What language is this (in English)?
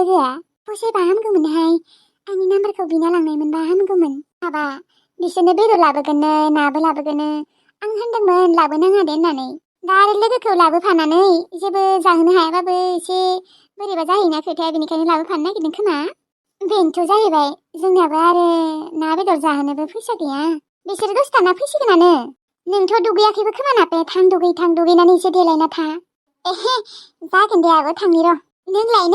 Bodo